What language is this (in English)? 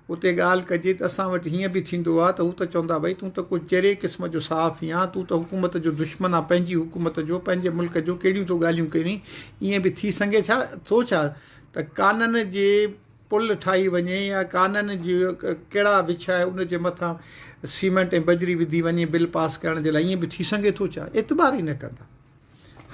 Sindhi